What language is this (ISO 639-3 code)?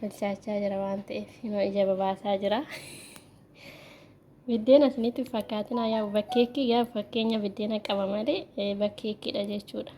orm